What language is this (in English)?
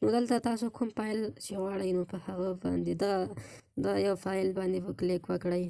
Pashto